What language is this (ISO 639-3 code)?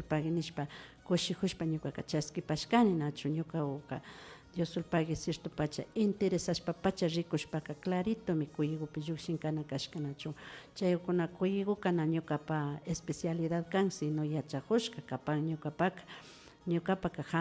qvi